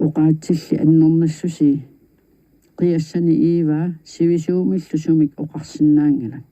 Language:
Kalaallisut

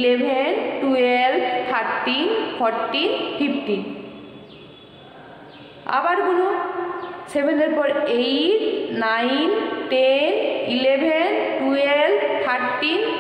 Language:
Bangla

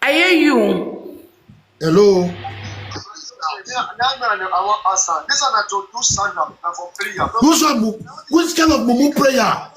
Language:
Nigerian Pidgin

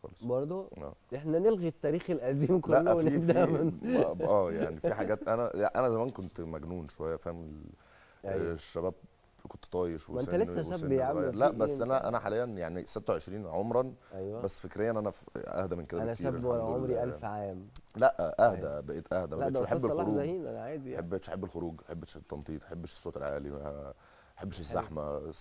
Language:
Egyptian Arabic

